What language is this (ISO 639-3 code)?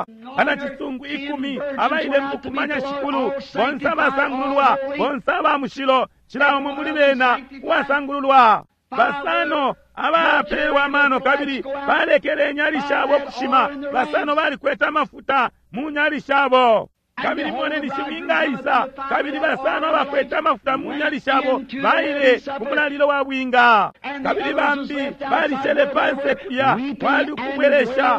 bem